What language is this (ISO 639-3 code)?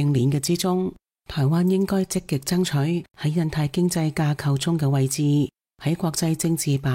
yue